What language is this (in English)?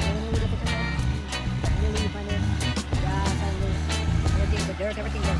Jamaican Creole English